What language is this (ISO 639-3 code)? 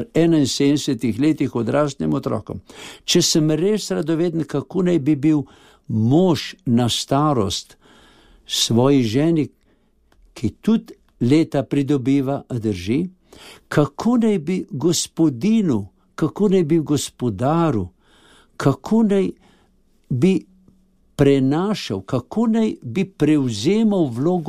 slv